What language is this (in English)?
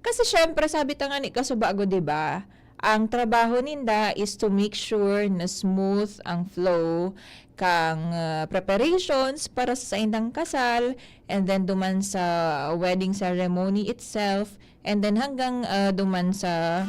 Bikol